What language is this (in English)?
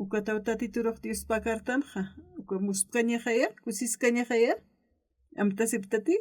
Aymara